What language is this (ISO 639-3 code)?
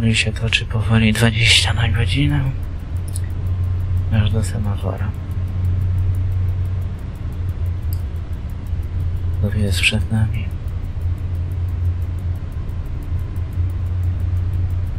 pol